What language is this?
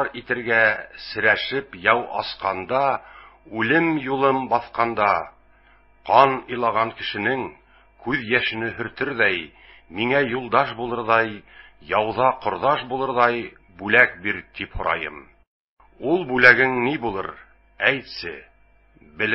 Bashkir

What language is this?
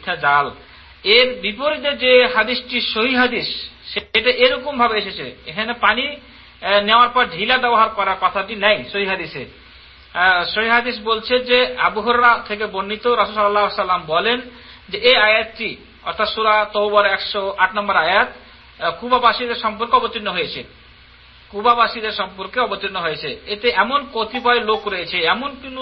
Bangla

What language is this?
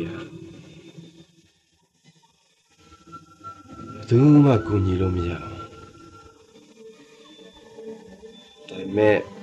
Burmese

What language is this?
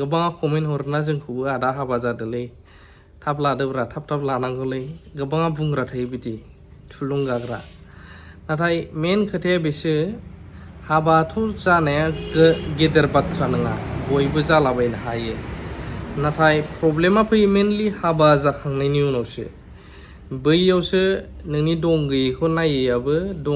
Bodo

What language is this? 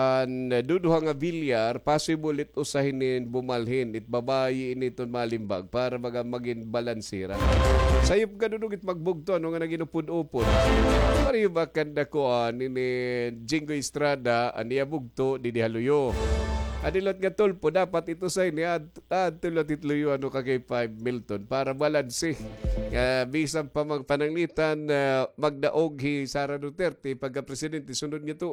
Waray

